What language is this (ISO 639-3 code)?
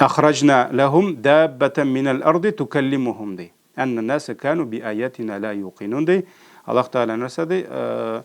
tat